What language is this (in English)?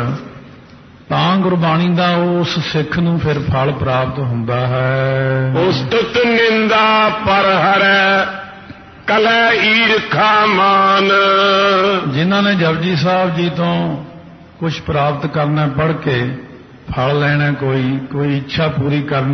Punjabi